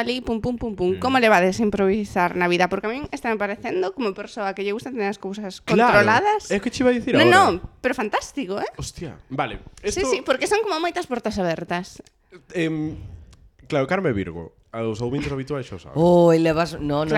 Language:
Galician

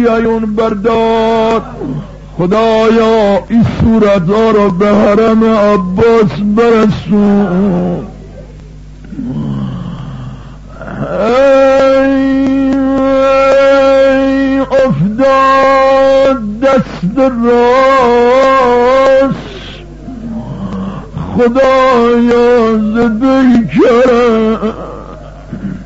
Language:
Persian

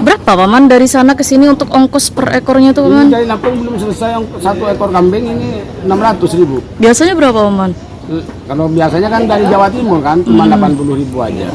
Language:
Banjar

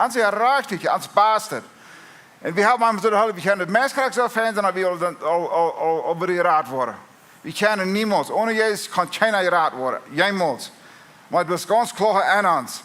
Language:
Plautdietsch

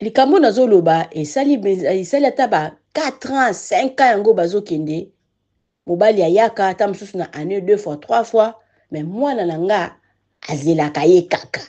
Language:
Lingala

